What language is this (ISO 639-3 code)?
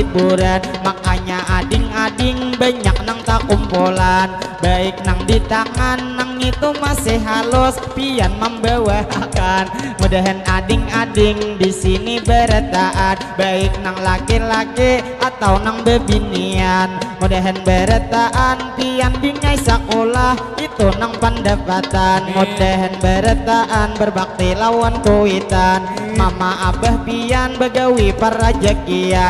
bjn